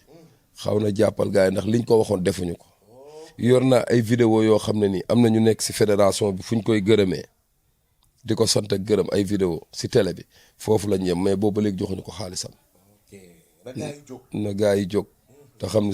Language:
Wolof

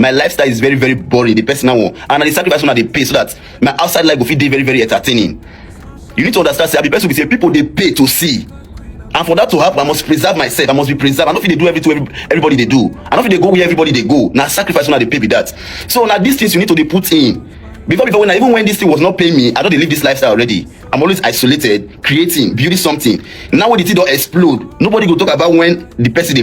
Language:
Nigerian Pidgin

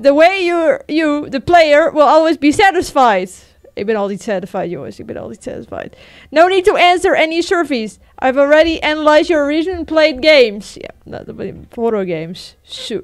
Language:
Western Frisian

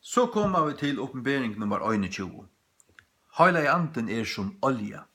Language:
Faroese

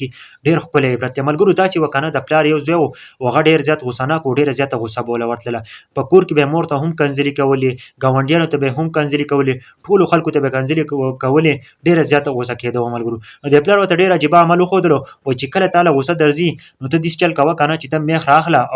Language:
Pashto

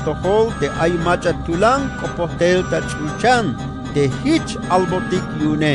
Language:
Tzeltal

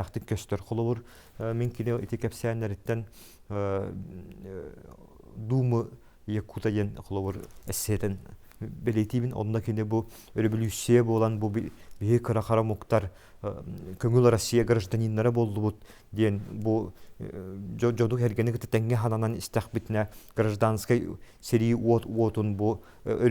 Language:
Yakut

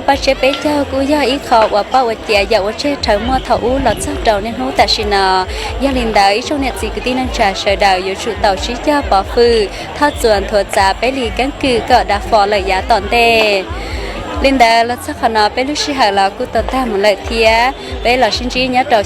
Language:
Hmong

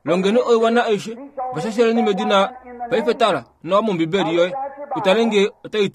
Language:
Kuanyama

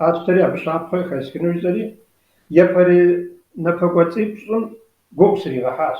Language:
Kabardian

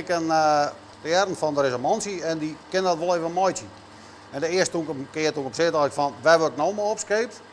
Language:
Western Frisian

